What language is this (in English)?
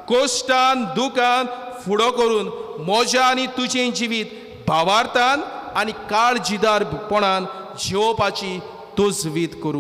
Konkani